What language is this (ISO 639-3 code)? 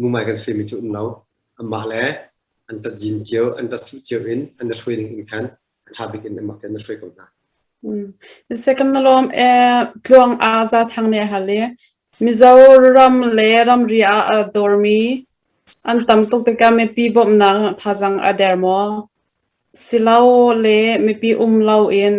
cnh